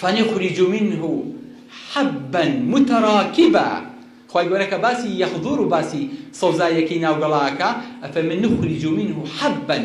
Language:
Central Kurdish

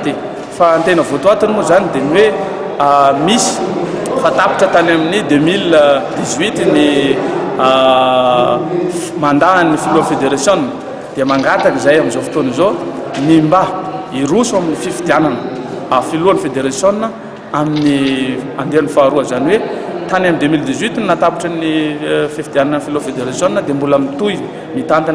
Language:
Malagasy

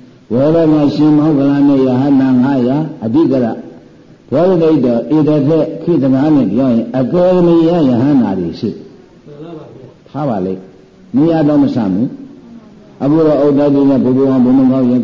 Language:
Burmese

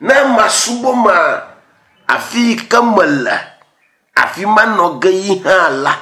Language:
Ewe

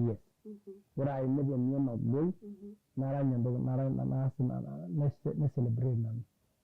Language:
Masai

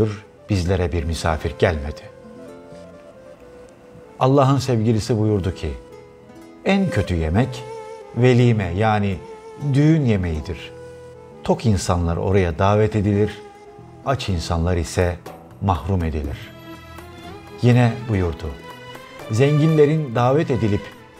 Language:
Turkish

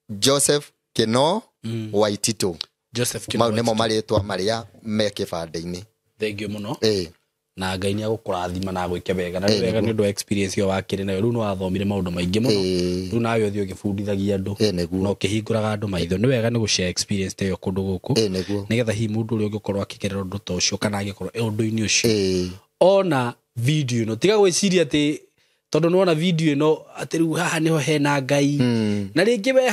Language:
Kikuyu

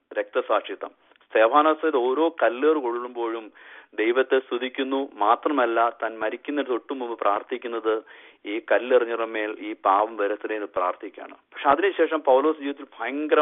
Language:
Malayalam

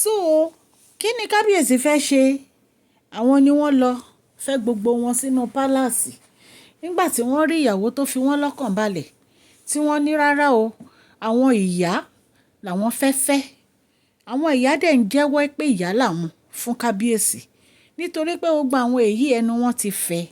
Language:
Yoruba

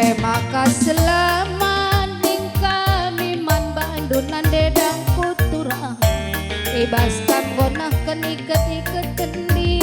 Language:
Batak Karo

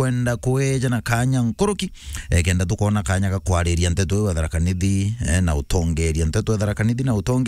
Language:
Meru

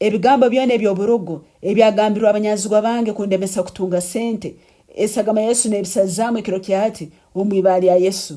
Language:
Nyankole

